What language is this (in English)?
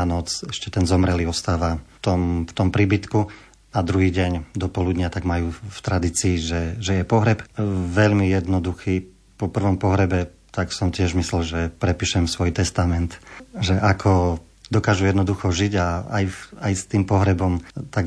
Slovak